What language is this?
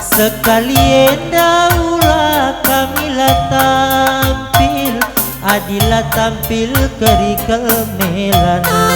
Batak Karo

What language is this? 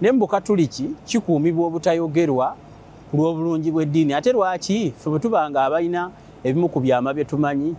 Ganda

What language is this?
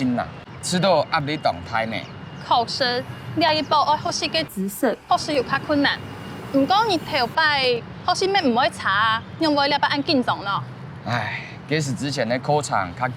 Hakka Chinese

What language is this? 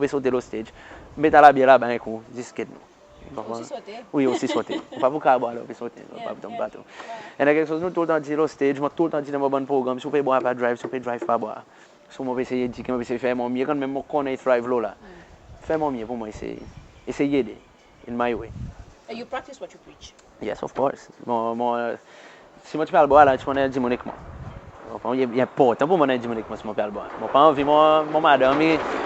Seselwa Creole French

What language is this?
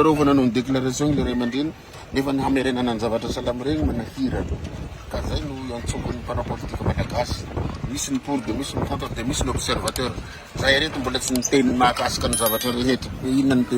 Malagasy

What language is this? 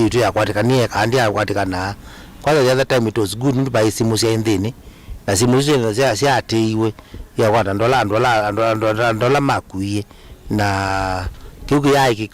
Kamba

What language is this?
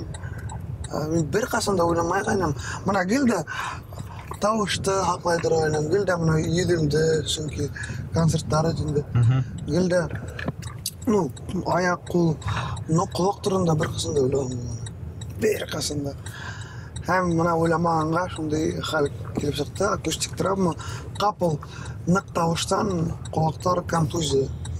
Bashkir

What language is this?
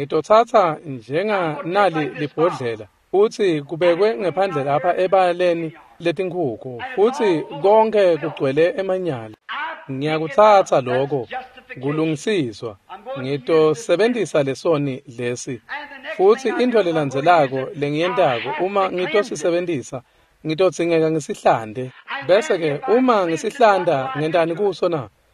Swati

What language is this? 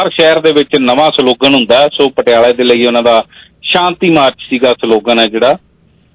Punjabi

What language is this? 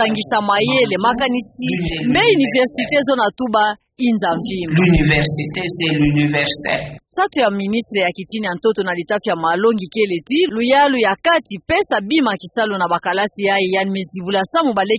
Kituba (Democratic Republic of Congo)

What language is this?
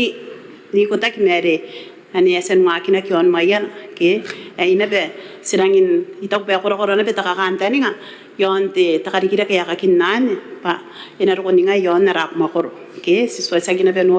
Gilbertese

